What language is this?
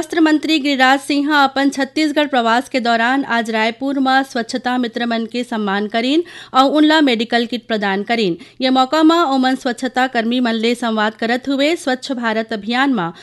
Chhattisgarhi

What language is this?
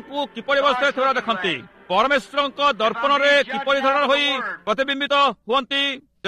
Odia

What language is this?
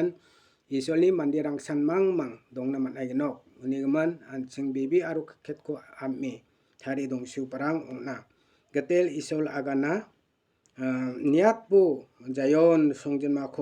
Garo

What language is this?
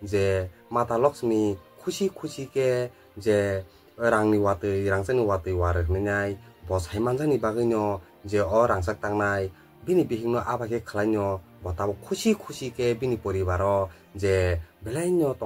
Kok Borok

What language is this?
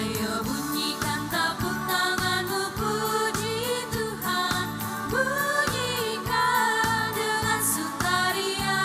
Ambonese Malay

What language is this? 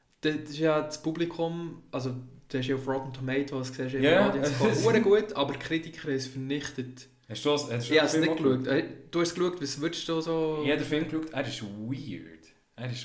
Swiss German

